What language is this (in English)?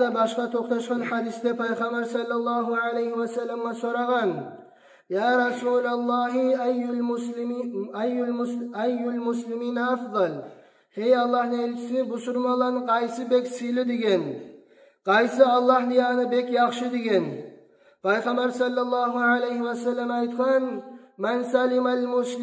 Kumyk